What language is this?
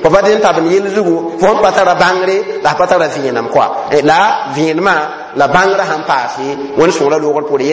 Mossi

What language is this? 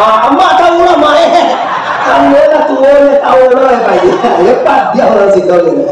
Minangkabau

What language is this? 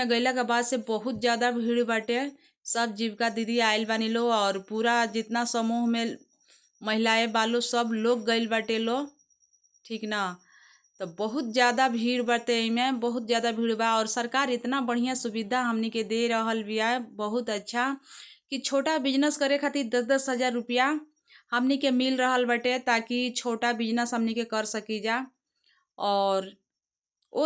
Bhojpuri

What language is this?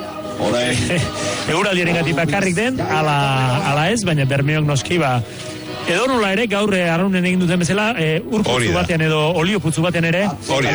Basque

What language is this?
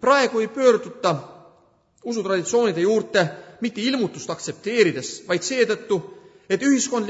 Estonian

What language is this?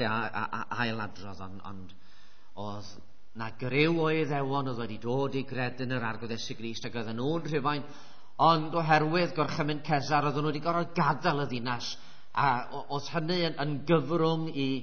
Welsh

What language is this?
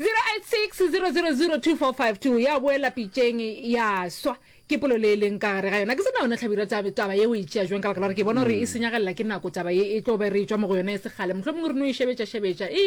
Northern Sotho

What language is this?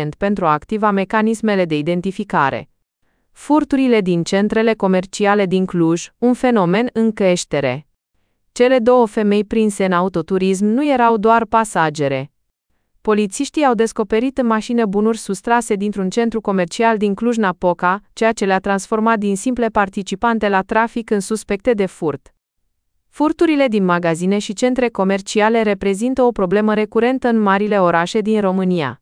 Romanian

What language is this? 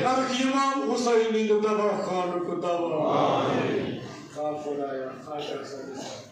Kashmiri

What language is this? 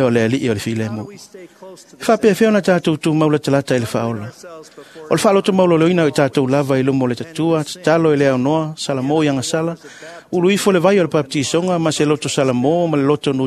Samoan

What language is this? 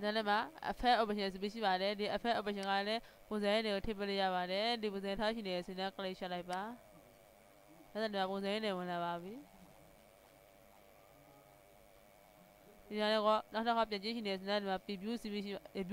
Burmese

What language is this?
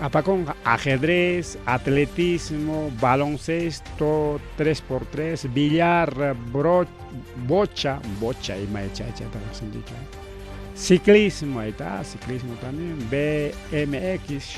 Ayacucho Quechua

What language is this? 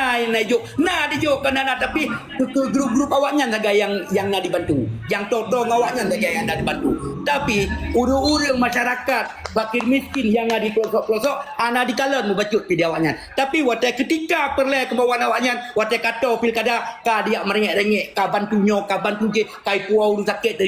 Achinese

